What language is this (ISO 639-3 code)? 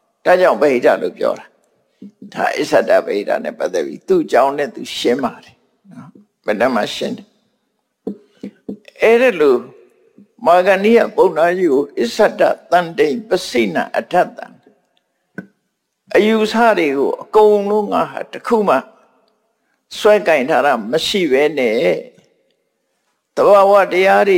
mya